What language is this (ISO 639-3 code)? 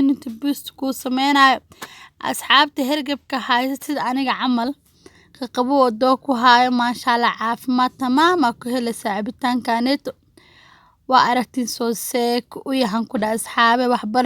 som